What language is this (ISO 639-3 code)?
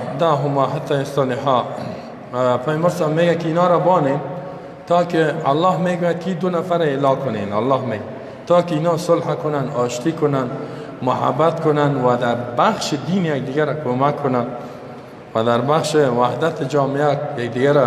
fas